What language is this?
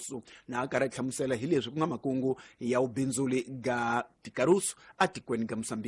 Tsonga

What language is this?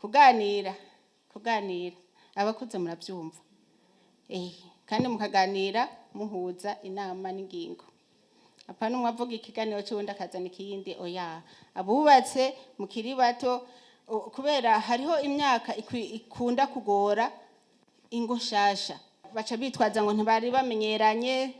Rundi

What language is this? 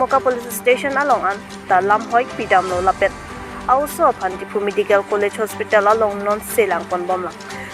Karbi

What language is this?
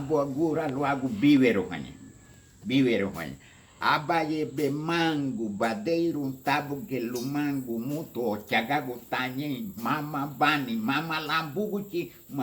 Garifuna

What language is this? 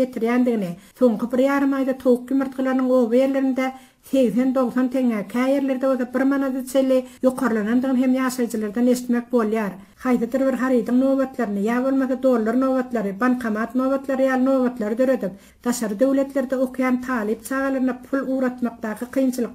Turkmen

